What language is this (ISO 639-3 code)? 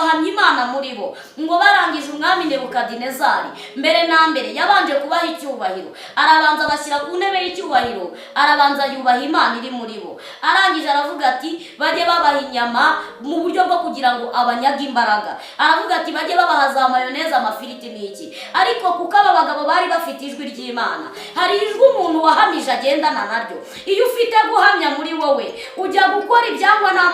kin